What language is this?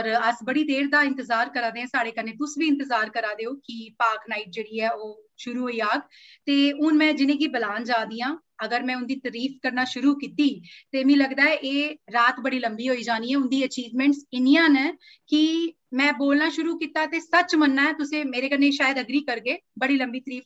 Dogri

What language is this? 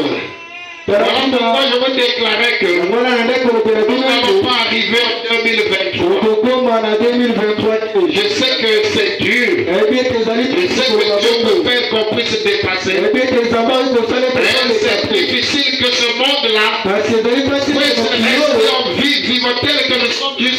French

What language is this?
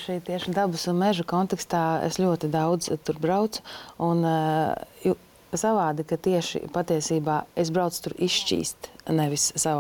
Latvian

